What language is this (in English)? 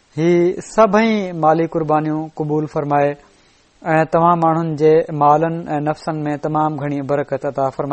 Sindhi